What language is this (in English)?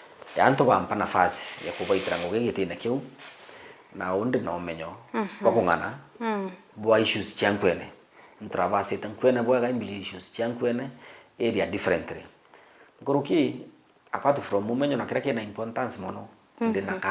Meru